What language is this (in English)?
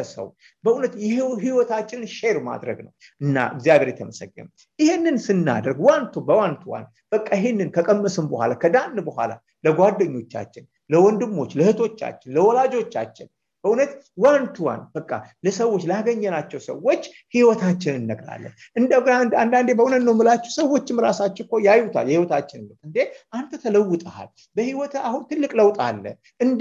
Amharic